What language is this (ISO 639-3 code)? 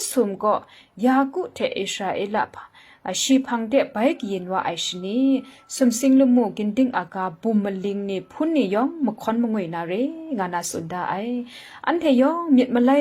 kac